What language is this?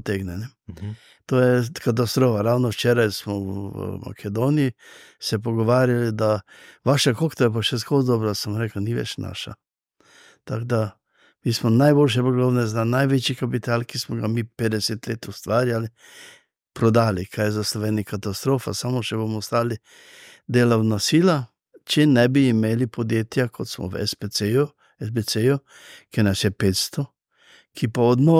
Slovenian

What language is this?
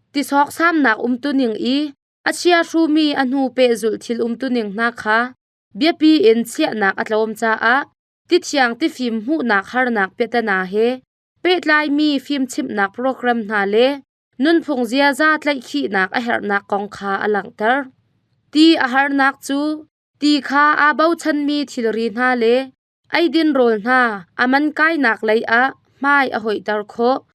Hakha Chin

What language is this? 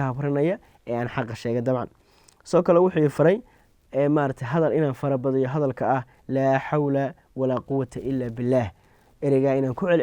Somali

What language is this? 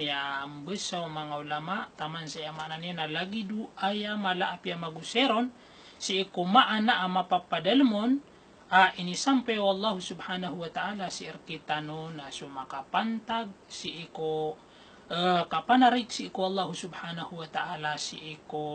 Maranao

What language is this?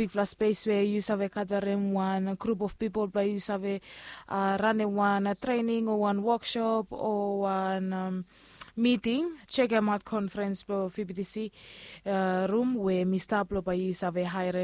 Bislama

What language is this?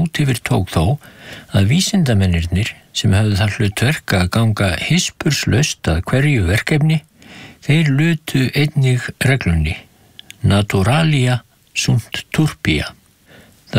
Icelandic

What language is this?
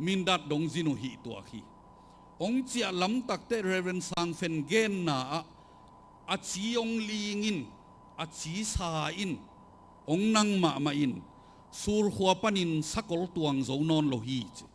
Tedim Chin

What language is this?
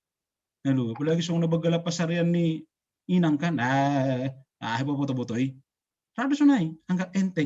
Batak Simalungun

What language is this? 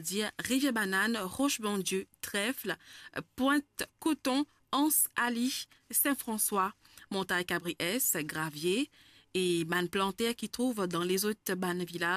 Morisyen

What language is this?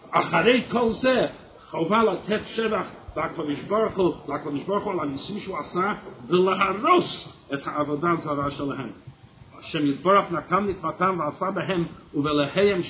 Hebrew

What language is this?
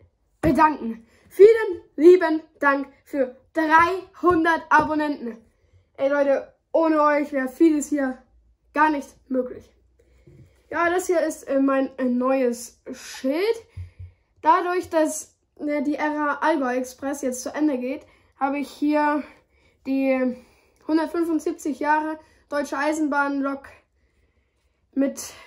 German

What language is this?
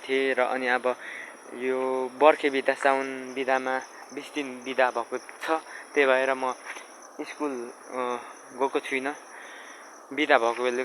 Nepali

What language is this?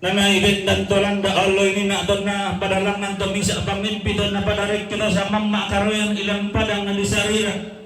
Toraja-Sa'dan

